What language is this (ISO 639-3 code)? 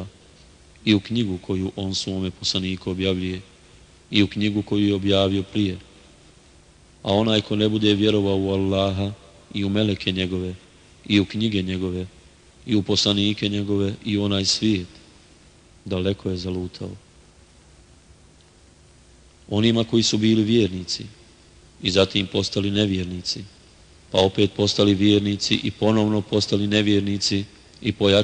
bos